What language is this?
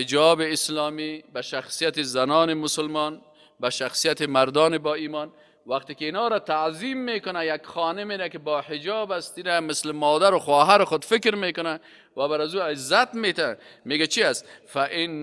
Persian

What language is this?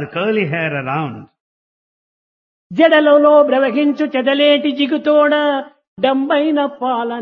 Telugu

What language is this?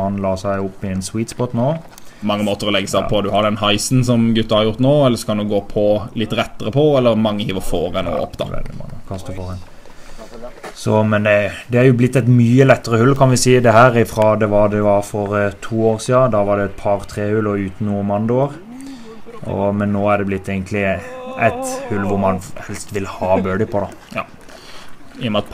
Norwegian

